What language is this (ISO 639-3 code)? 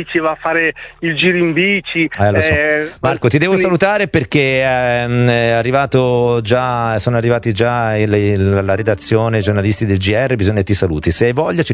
ita